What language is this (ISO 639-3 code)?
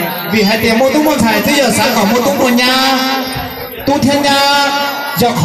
hmn